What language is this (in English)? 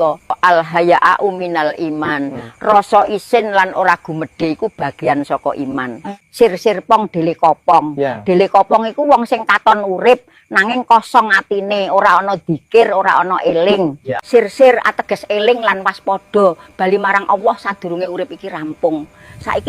Javanese